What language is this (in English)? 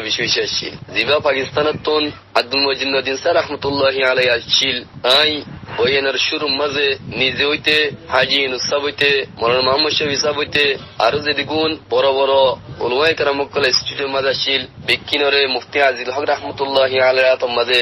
Rohingya